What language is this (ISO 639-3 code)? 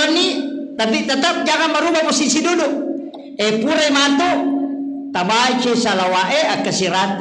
bug